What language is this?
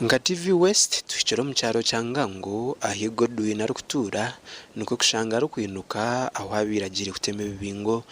Nyankole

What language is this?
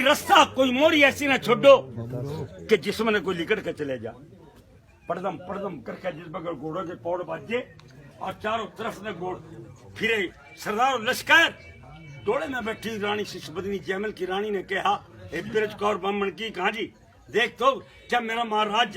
Haryanvi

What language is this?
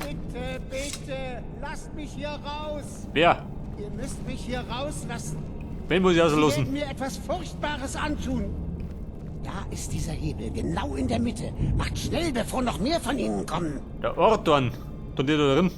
Bavarian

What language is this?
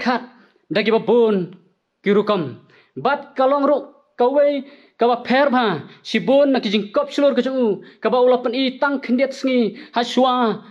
Khasi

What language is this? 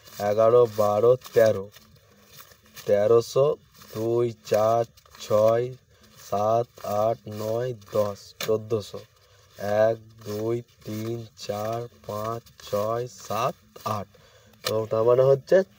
Bangla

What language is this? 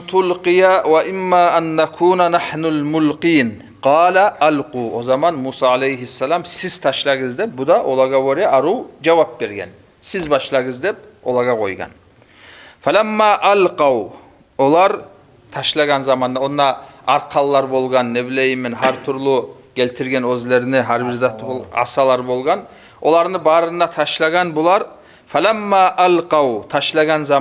Kumyk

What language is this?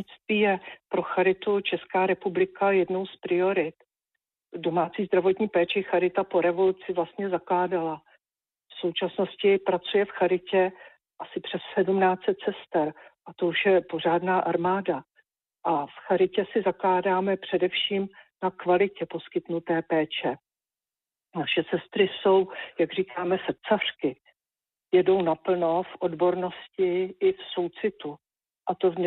Czech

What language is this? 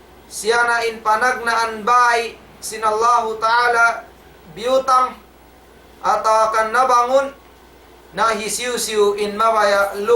Tausug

